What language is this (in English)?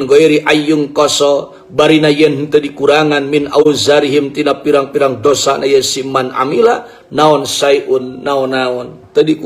Sundanese